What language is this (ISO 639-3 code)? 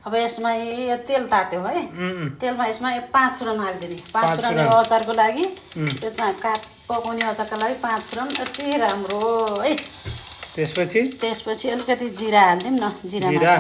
nep